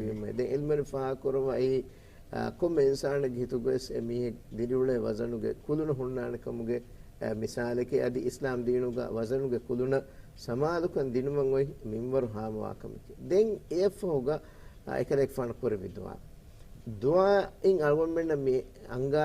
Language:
Divehi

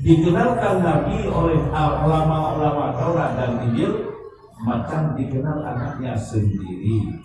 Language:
Achinese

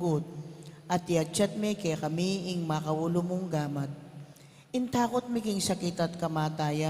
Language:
Pampanga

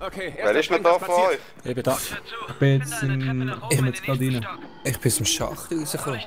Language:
Swiss German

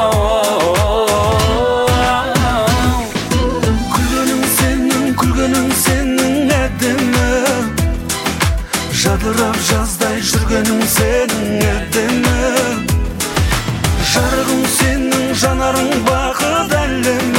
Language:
Kazakh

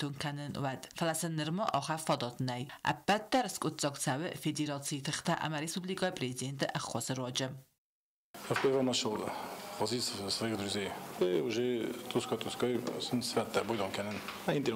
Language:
Ossetic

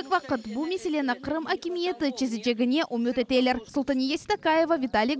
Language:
Crimean Tatar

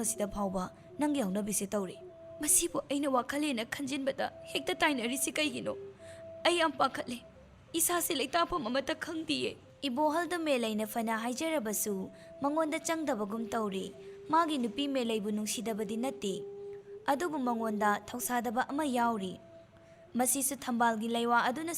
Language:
Manipuri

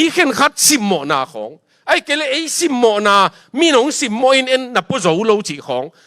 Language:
Tedim Chin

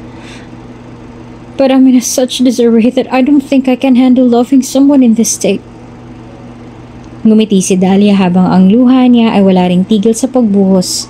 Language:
Filipino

